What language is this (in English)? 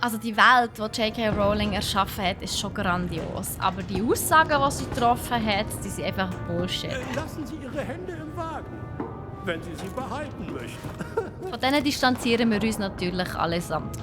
Swiss German